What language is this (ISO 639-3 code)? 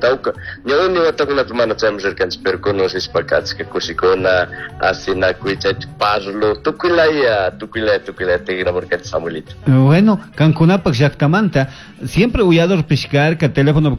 qug